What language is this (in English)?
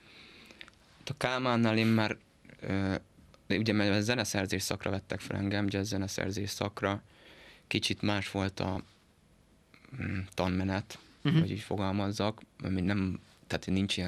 Hungarian